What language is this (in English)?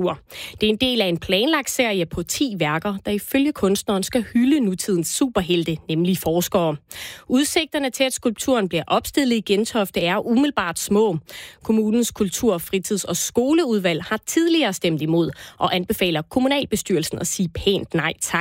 Danish